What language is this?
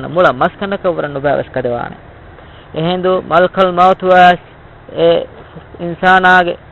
Divehi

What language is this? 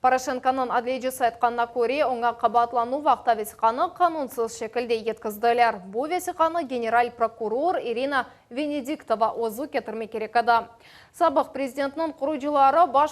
Crimean Tatar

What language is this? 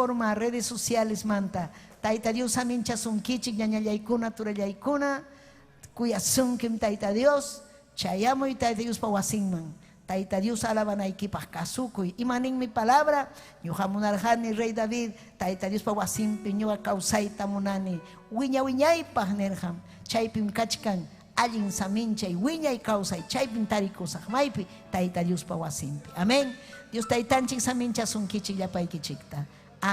Ayacucho Quechua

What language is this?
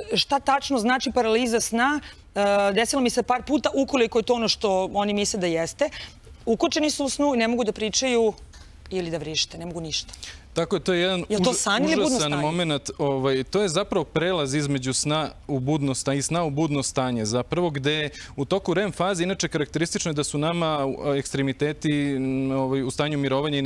Serbian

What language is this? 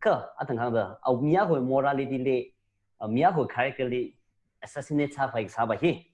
Tangkhul Naga (India)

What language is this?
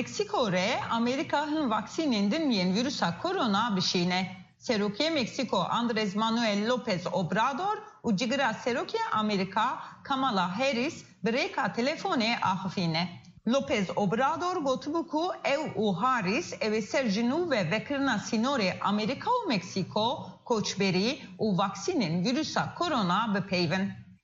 Kurdish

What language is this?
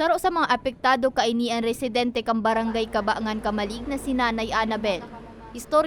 Bikol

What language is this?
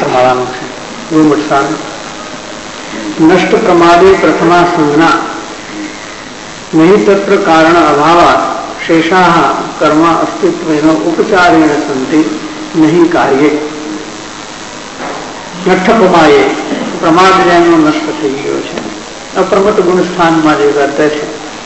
Gujarati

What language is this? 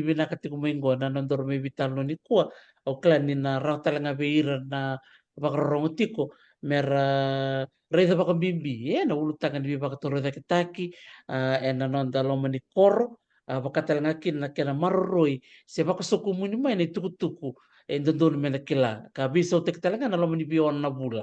Fijian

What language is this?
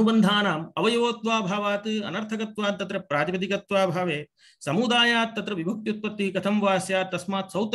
Sanskrit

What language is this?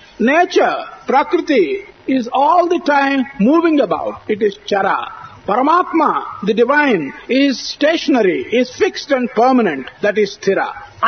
Telugu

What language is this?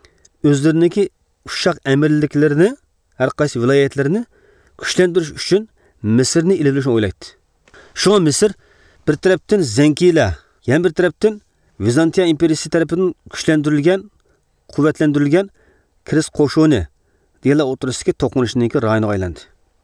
Uyghur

